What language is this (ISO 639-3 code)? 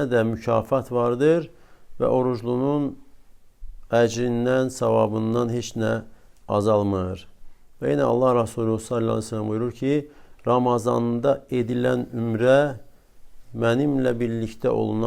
aze